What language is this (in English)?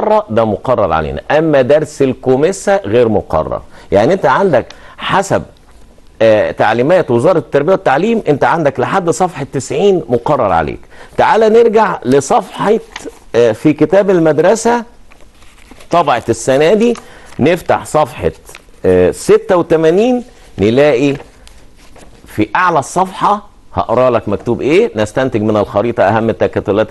Egyptian Arabic